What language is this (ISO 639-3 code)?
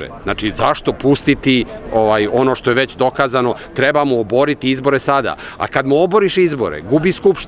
srp